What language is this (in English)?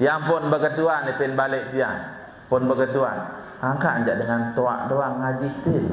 Sasak